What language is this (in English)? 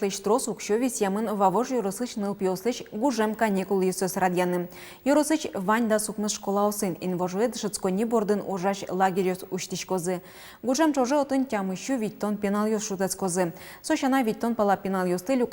Udmurt